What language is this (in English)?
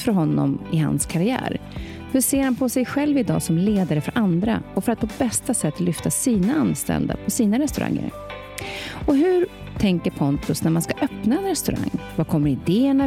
Swedish